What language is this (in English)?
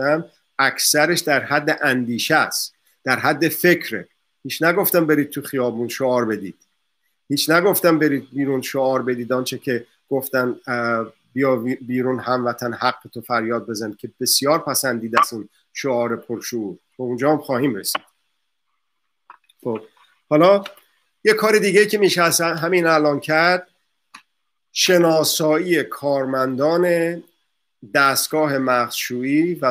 Persian